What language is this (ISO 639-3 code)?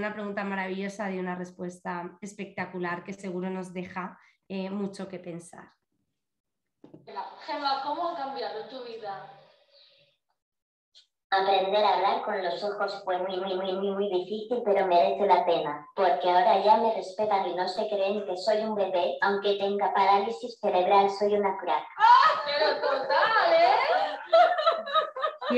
spa